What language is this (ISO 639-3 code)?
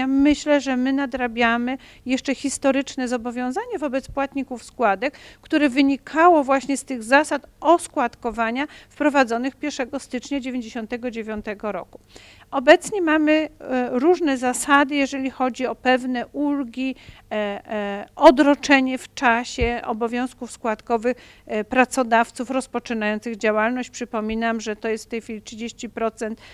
pol